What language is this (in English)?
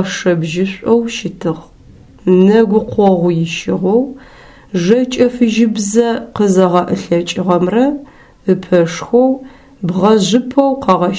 Adyghe